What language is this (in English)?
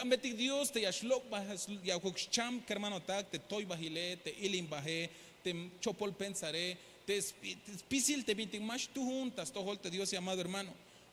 Tzeltal